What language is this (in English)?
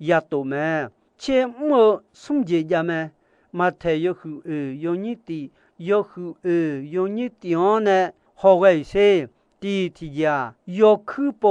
Akha